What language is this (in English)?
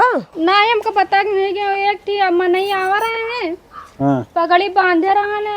Awadhi